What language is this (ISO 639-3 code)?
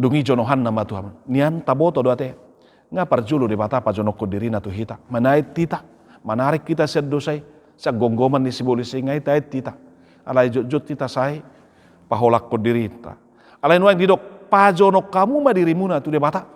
bbc